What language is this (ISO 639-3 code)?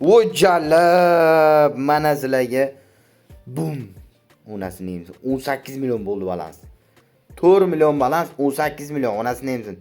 uzb